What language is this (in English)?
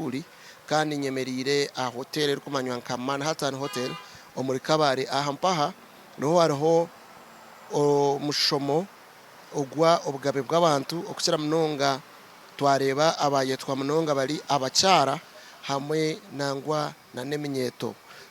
Nyankole